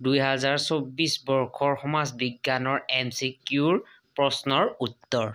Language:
Assamese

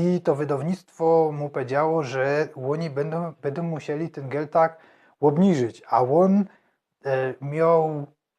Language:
Silesian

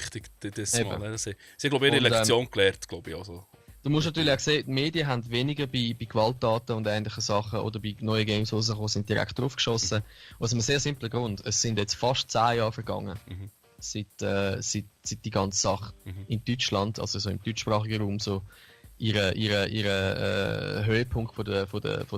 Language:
Swiss German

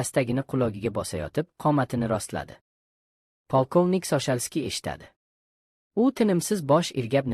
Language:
Uzbek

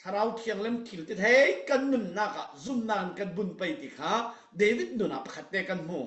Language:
Falam Chin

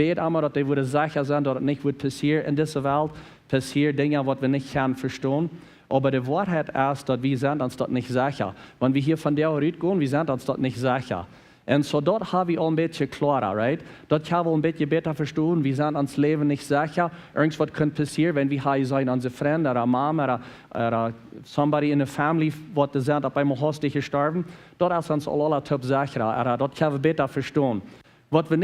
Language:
Plautdietsch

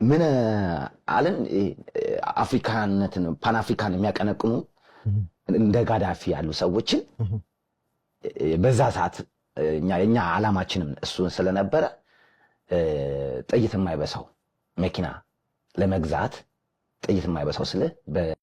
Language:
Amharic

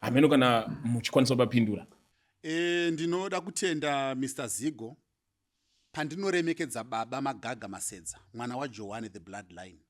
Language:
Shona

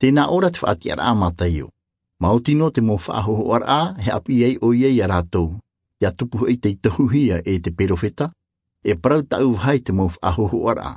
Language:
Tahitian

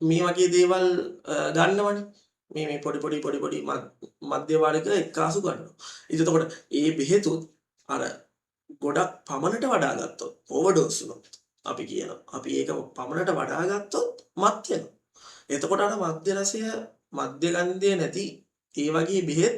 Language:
Sinhala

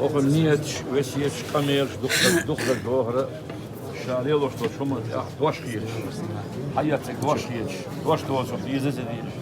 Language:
Chechen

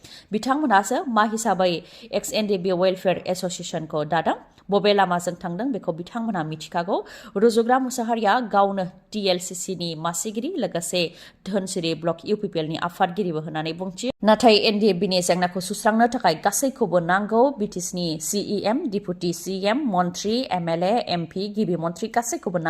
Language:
Bodo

